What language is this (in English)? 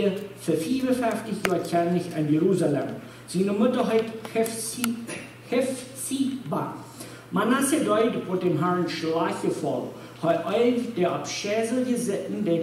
Plautdietsch